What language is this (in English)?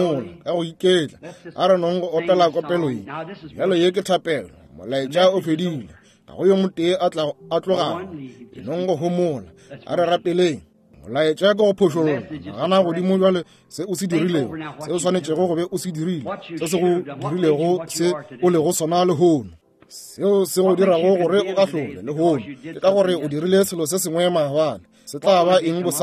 Northern Sotho